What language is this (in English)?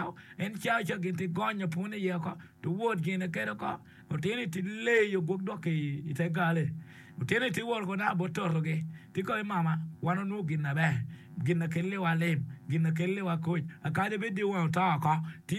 Acoli